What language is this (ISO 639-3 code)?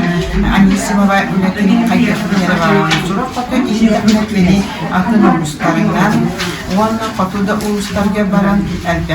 sah